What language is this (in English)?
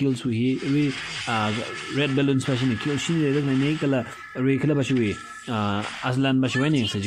Tangkhul Naga (India)